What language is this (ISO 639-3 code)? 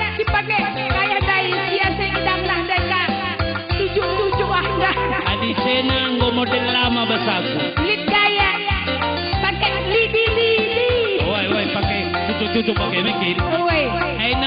btx